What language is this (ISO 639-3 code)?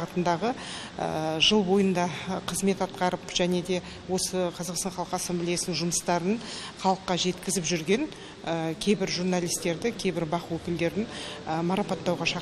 kaz